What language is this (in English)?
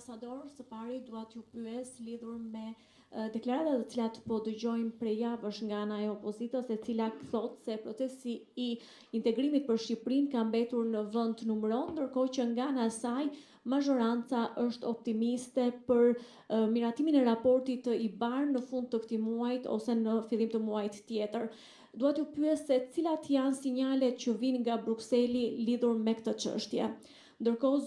Albanian